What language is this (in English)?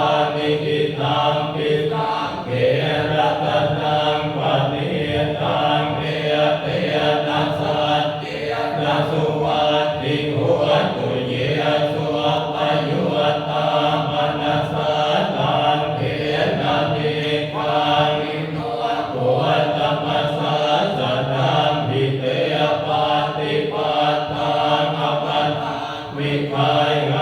Pali